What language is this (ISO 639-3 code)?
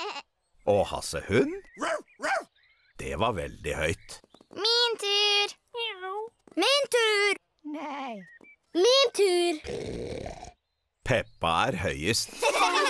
nor